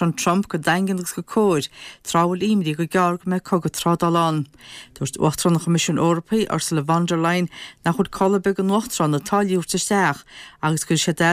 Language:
Irish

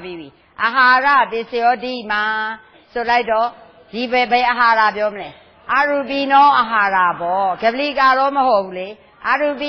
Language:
Burmese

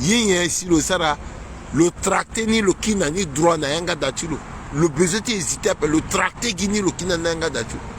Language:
Sango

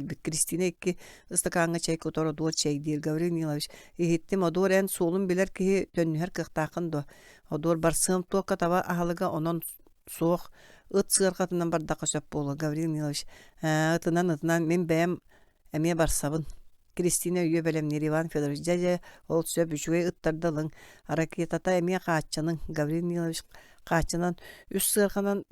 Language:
Yakut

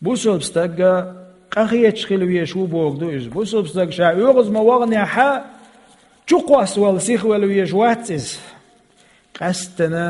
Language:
Chechen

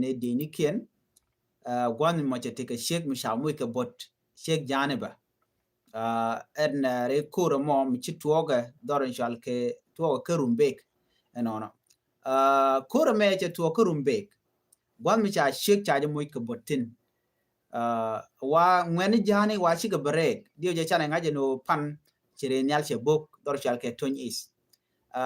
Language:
Nuer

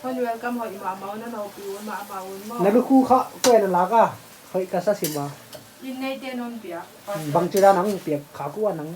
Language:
Paite Chin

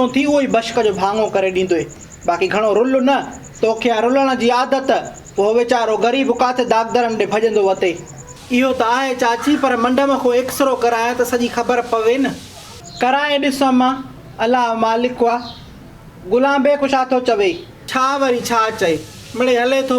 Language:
Sindhi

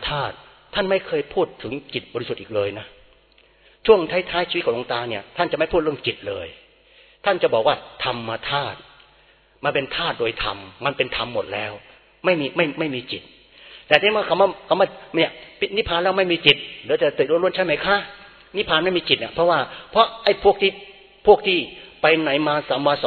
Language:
Thai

